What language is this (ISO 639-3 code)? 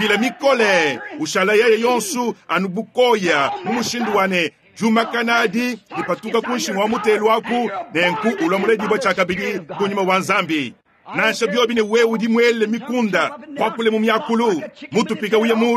lua